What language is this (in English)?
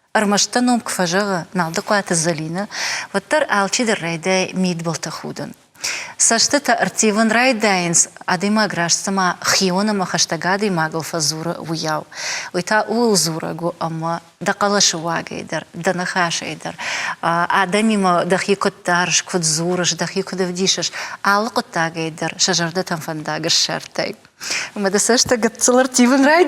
Ossetic